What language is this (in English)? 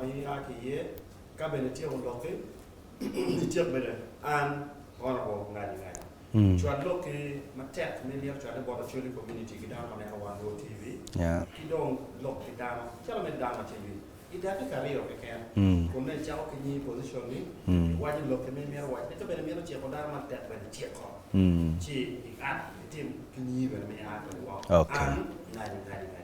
Acoli